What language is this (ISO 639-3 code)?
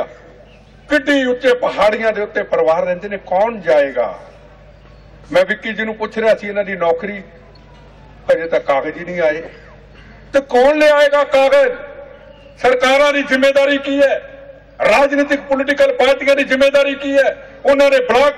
pan